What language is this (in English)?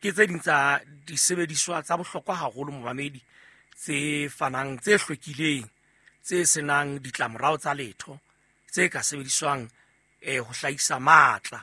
Southern Sotho